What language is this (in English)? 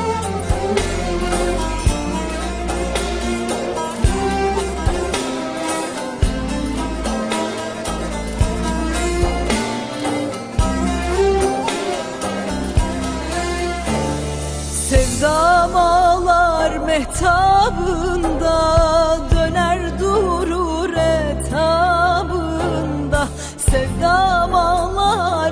Turkish